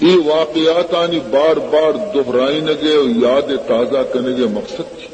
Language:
Baluchi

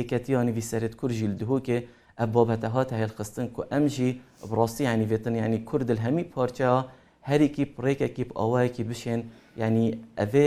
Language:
Kurdish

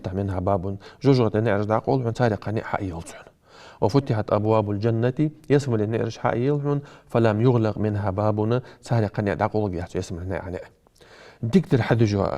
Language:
Ingush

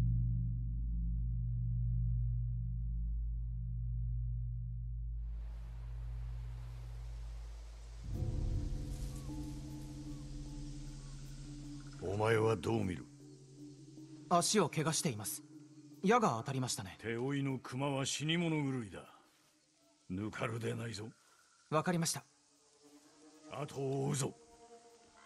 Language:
Japanese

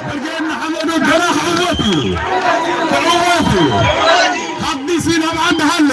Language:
Tigrinya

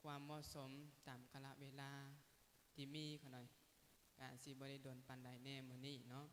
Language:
Lao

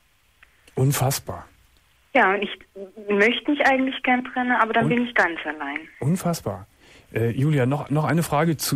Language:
German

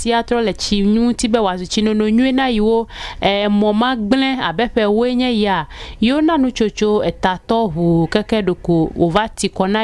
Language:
Ewe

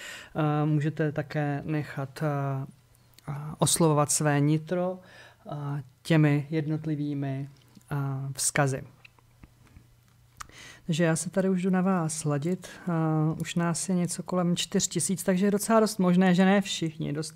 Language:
Czech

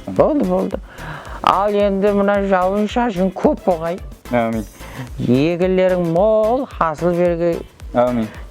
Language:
Kara-Kalpak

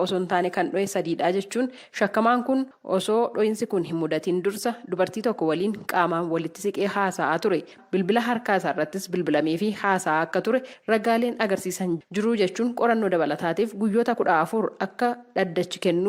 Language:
Oromo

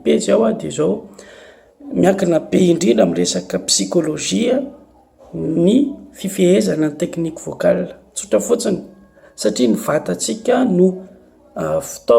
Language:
Malagasy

